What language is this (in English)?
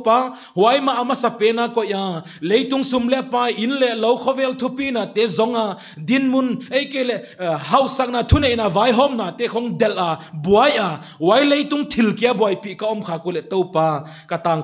Paite Chin